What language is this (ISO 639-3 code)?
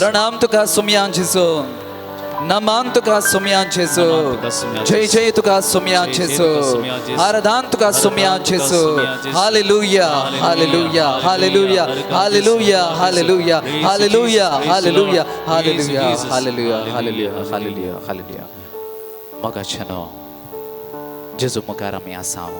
kok